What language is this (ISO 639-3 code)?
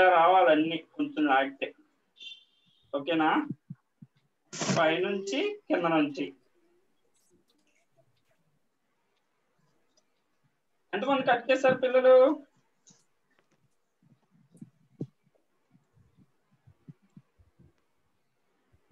tel